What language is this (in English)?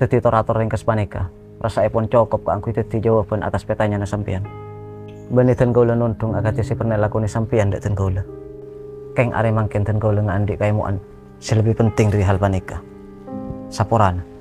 Madurese